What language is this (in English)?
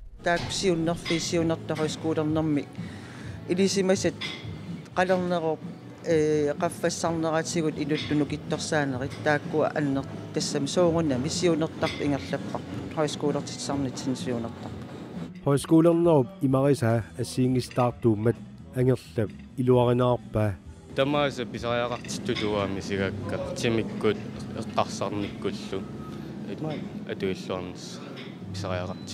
Kalaallisut